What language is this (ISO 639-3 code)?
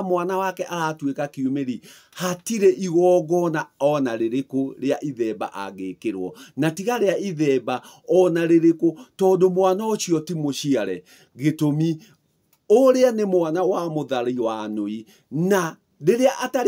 kik